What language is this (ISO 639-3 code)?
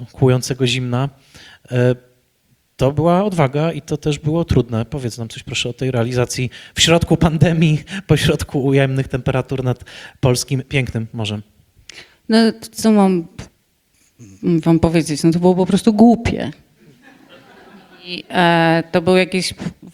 pol